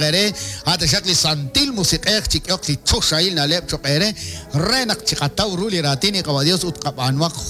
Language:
Kekchí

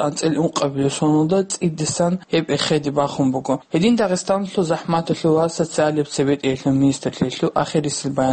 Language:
Avaric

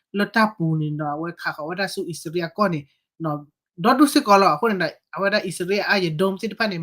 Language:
S'gaw Karen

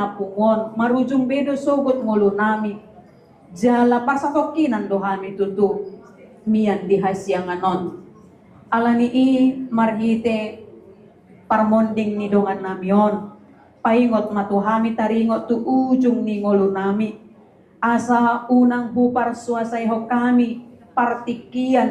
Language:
Batak Toba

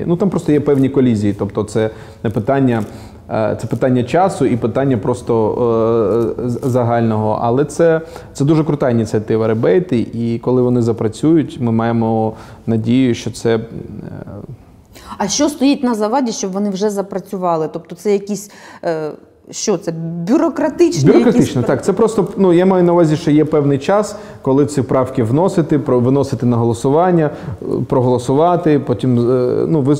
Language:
Ukrainian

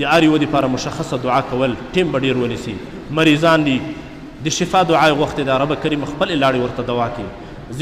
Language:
Pashto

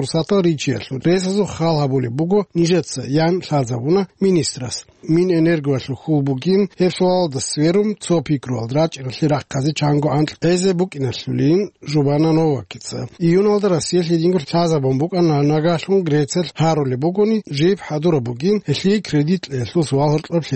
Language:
Avaric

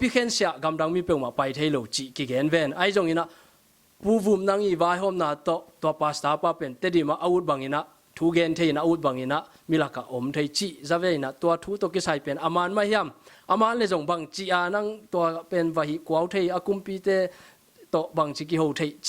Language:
Tedim Chin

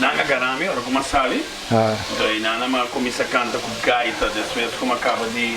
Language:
Papiamento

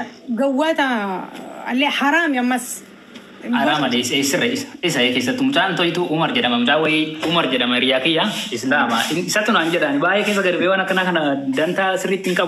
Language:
Oromo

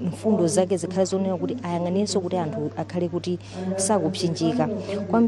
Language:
Nyanja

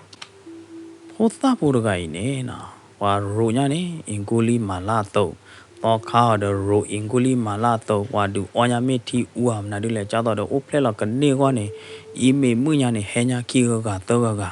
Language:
S'gaw Karen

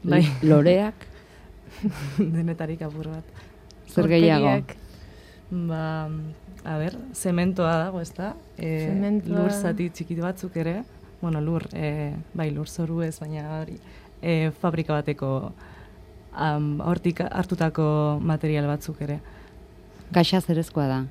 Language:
Basque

